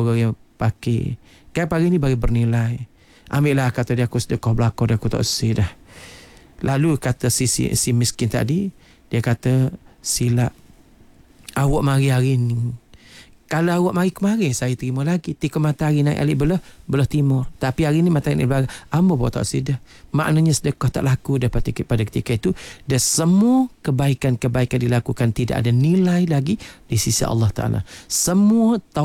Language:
Malay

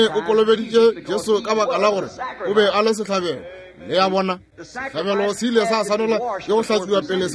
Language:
Northern Sotho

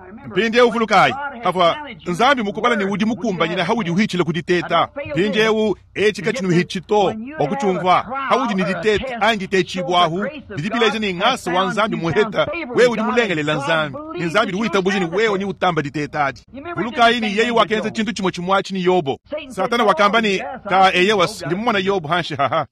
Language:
Luba-Lulua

